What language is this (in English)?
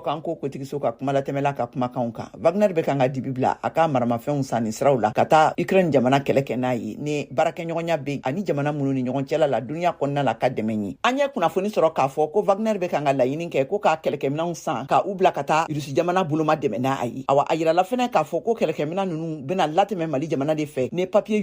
Bambara